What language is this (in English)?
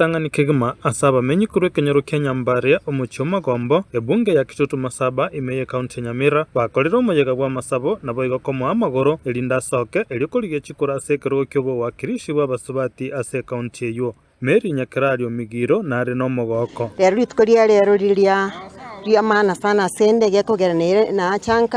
Gusii